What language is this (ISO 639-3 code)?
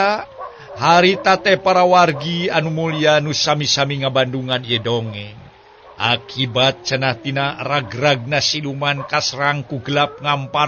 sun